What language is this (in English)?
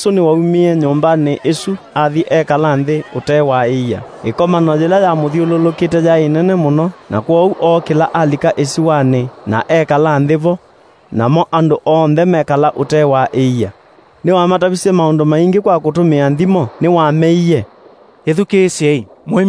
Kamba